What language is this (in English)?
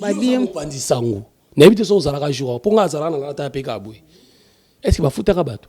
Lingala